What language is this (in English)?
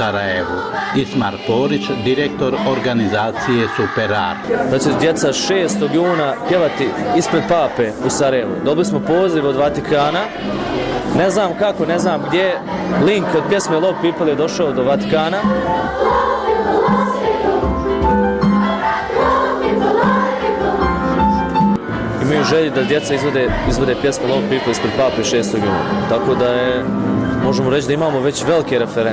Bosnian